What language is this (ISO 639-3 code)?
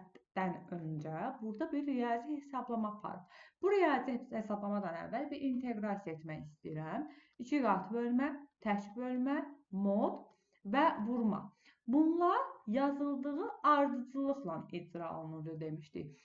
aze